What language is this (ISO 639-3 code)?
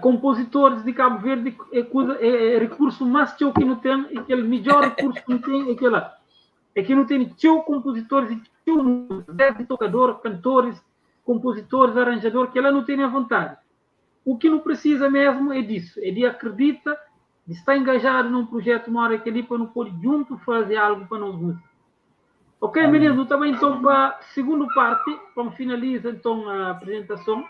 kea